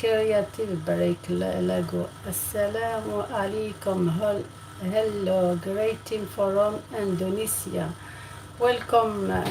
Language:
Algerian Arabic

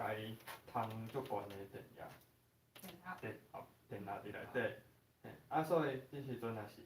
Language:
Min Nan Chinese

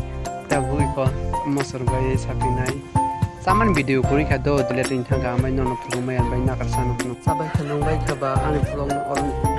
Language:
Kok Borok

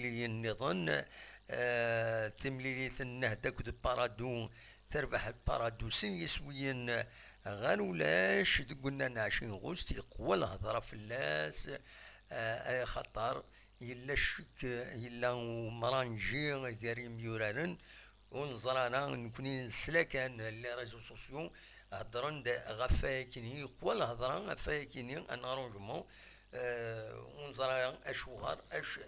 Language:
Kabyle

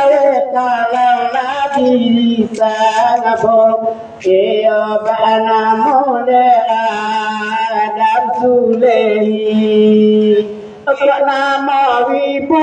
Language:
Minangkabau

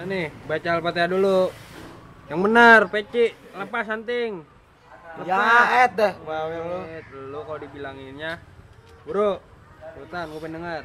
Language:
Betawi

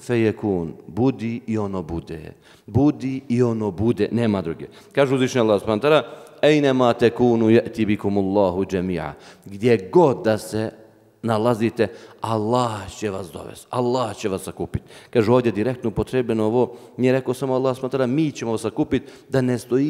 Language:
Bosnian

